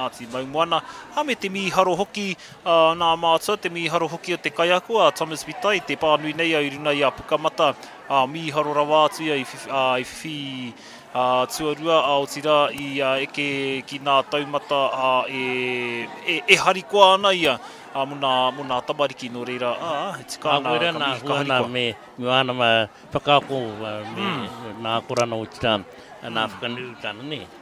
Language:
Māori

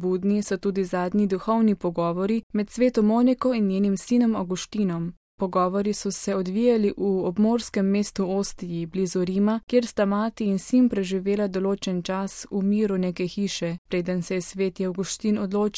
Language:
Slovenian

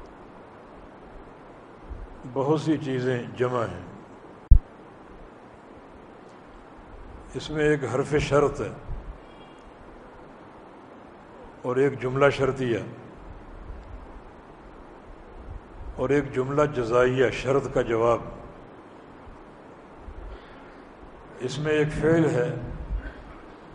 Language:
Urdu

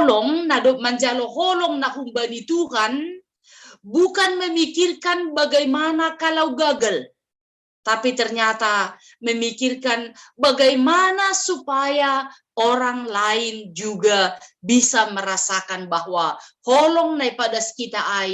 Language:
Batak Simalungun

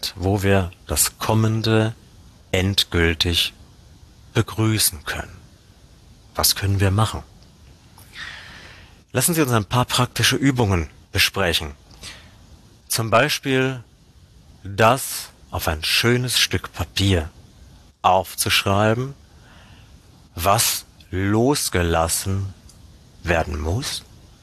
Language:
German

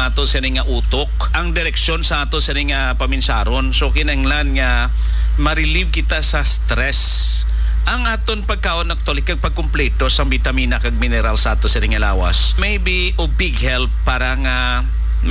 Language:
Hiligaynon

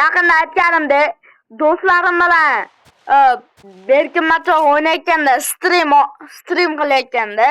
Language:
Uzbek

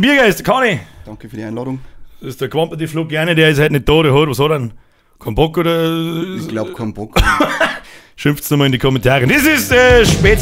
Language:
Bavarian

